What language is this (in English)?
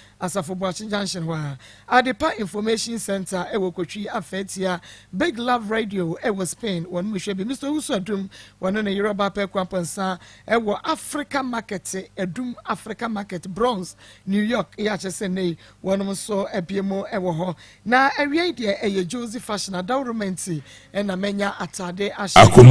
Akan